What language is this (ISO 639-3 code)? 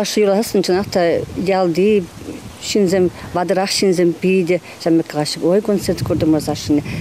chv